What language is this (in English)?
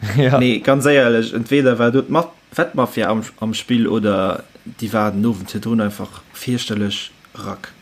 Luxembourgish